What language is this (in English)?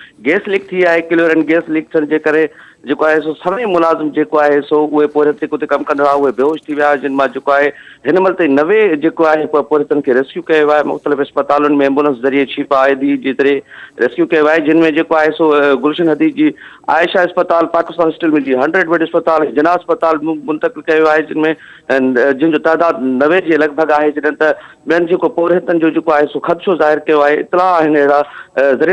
Sindhi